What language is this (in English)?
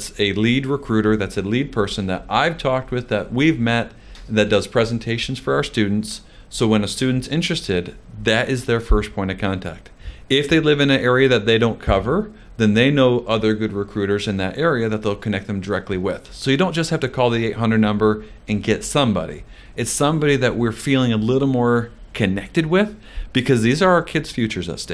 English